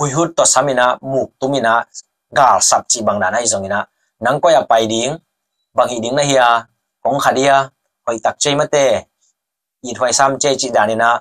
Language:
Tedim Chin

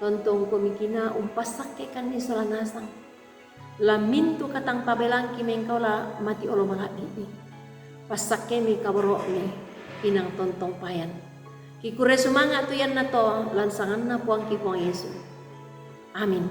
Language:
Toraja-Sa'dan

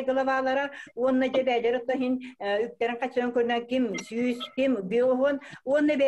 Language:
Yakut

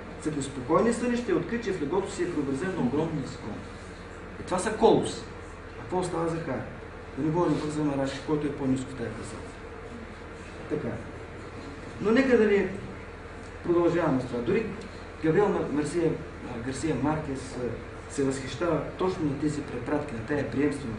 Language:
Bulgarian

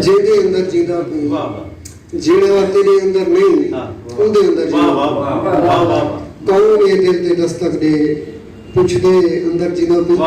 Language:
Saraiki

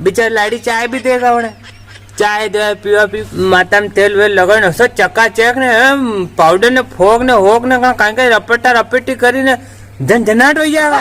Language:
Rajasthani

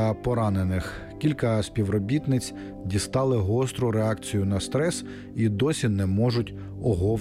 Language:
Ukrainian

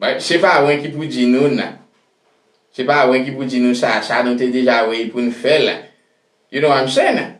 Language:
Haitian Creole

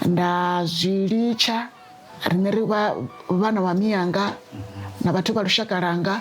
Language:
Venda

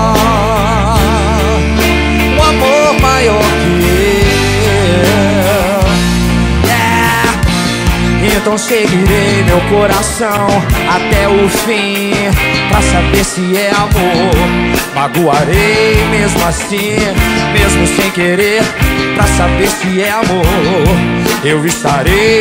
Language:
Portuguese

